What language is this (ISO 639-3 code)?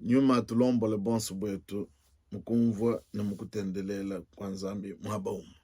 lua